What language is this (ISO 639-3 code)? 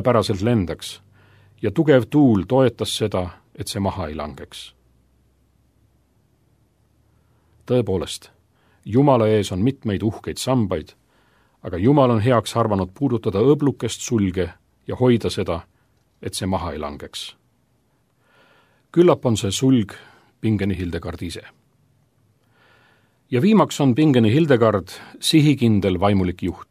est